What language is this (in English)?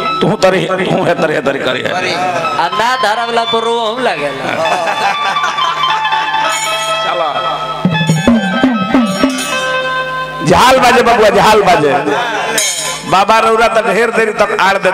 Bhojpuri